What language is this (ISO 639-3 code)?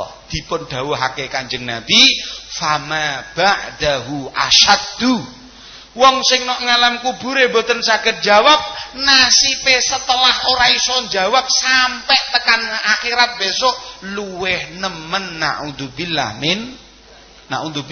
jav